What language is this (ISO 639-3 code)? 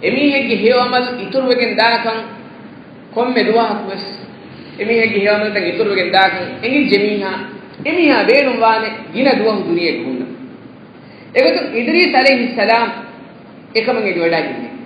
div